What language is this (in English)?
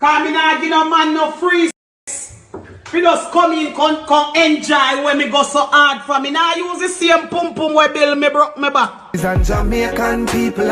Jamaican Creole English